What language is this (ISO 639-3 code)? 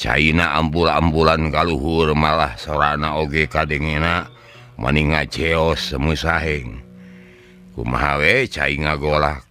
sun